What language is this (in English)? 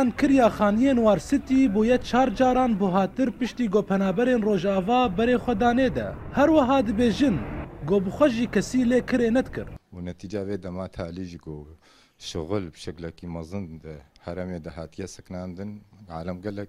Kurdish